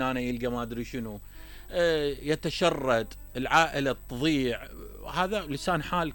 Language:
Mesopotamian Arabic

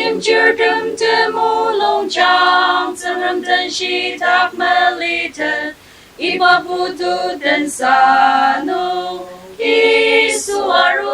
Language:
Ao Naga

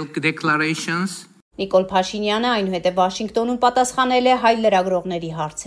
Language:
Armenian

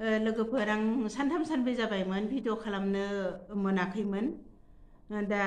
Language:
Bodo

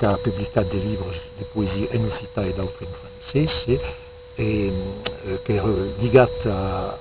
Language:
Occitan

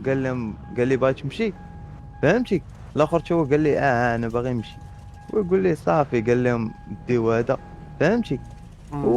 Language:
Moroccan Arabic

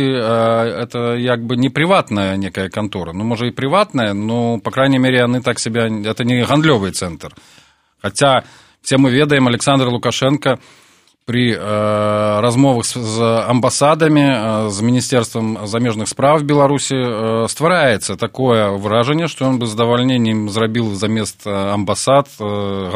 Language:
Belarusian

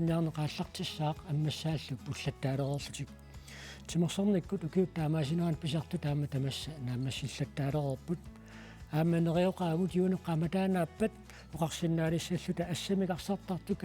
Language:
Kalaallisut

